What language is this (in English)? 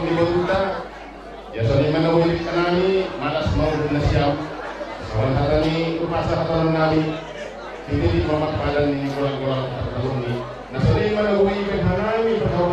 Batak Simalungun